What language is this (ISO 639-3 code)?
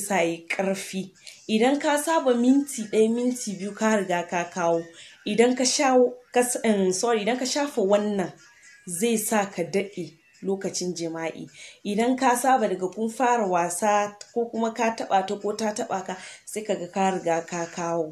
hau